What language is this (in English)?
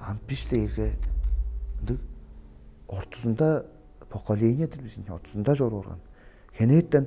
Tuvinian